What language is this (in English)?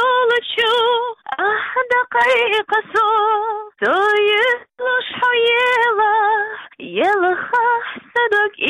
Chechen